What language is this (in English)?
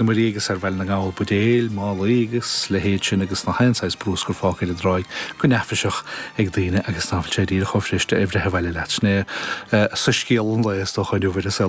Irish